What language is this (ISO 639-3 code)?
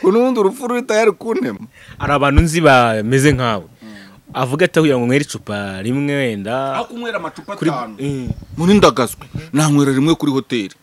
kin